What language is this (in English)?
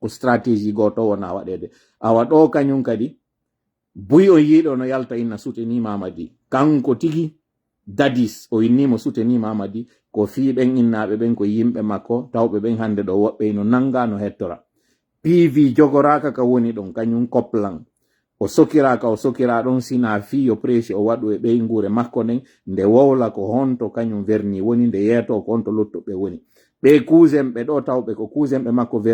Pular